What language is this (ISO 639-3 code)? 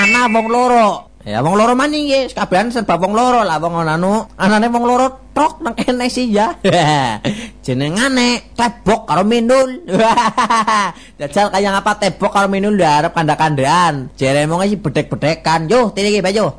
jav